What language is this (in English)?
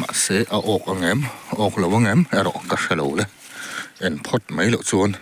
Mizo